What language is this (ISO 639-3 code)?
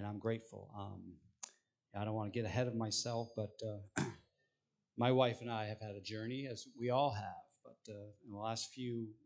eng